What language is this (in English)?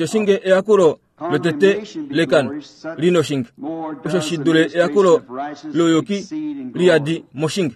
Kuanyama